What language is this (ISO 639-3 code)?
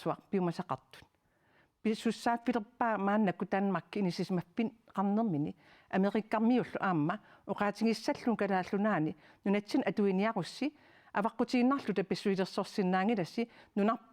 kal